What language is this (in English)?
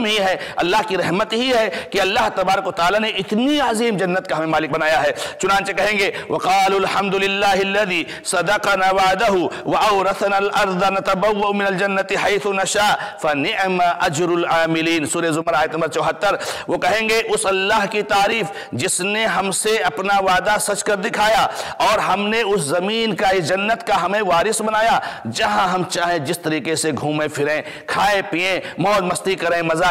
Urdu